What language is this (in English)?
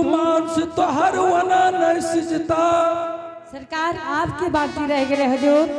Angika